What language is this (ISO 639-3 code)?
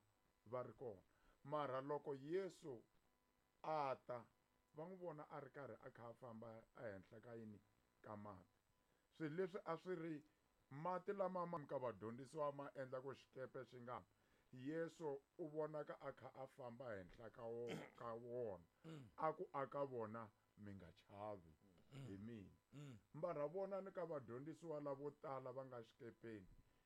tso